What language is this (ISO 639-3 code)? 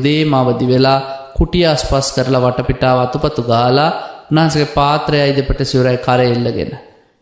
sin